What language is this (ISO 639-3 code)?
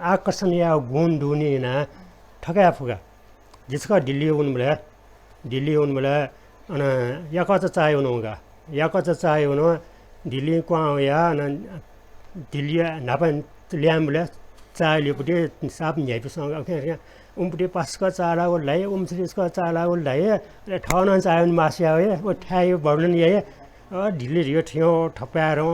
new